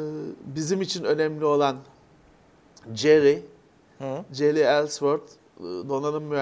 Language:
Turkish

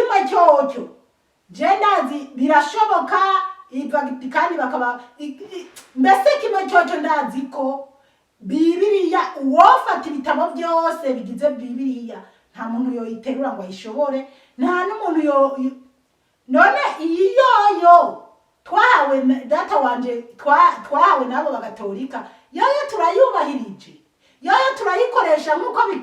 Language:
Rundi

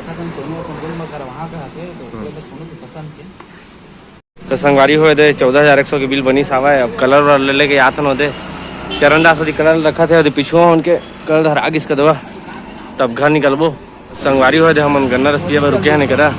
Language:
Chhattisgarhi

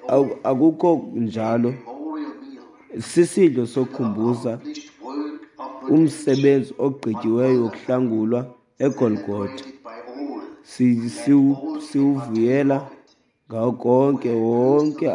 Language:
Xhosa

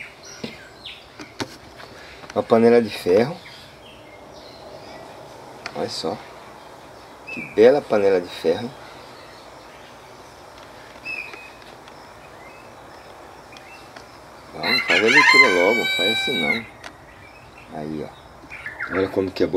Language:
Portuguese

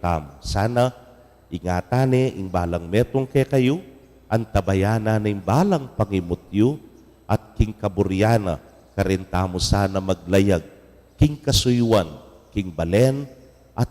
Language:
Pampanga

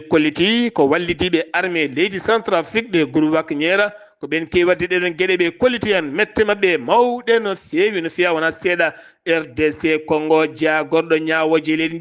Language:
Fula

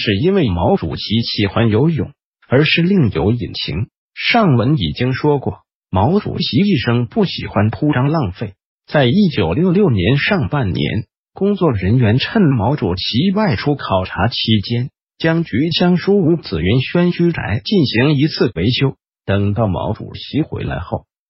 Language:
Chinese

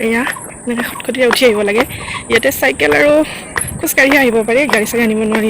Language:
Assamese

